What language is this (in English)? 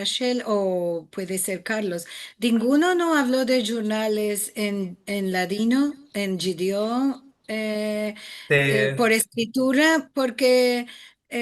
Ladino